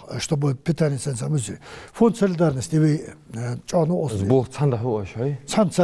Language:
Ingush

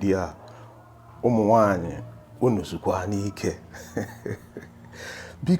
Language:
Igbo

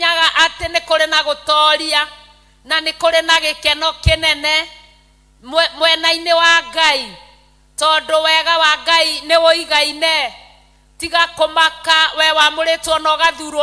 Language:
Kikuyu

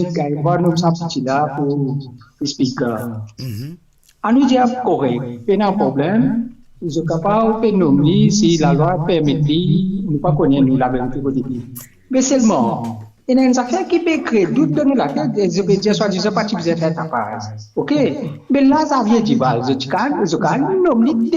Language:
Morisyen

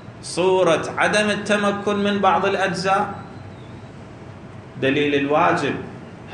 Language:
Arabic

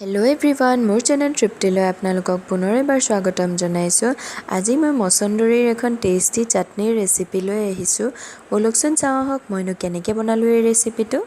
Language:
Assamese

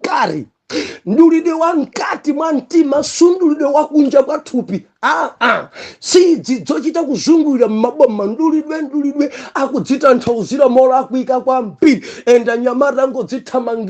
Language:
Nyanja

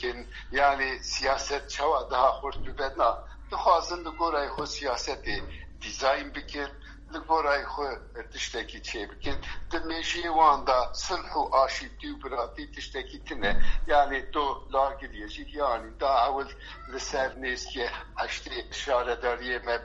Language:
Kurdish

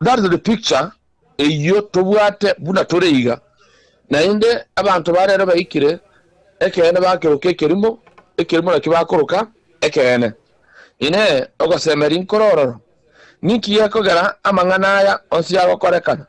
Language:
Gusii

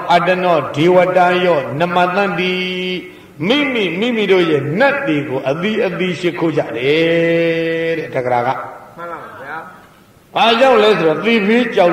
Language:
Burmese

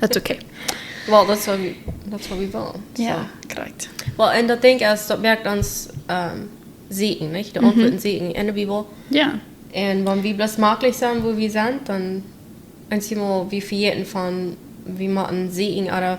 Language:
Plautdietsch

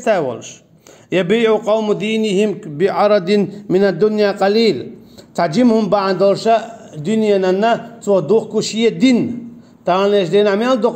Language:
Chechen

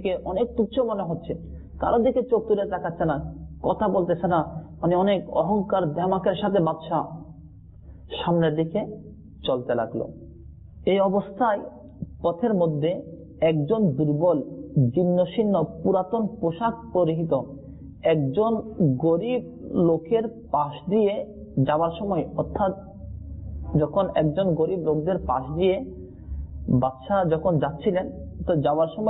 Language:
Bangla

